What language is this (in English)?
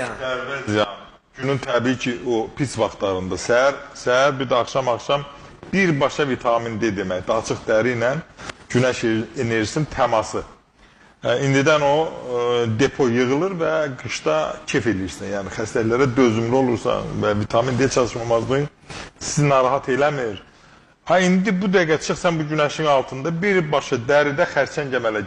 Azerbaijani